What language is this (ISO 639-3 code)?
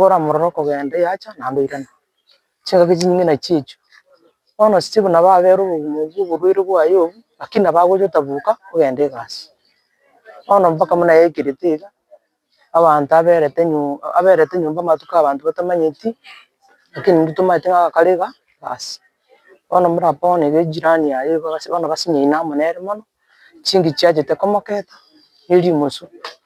guz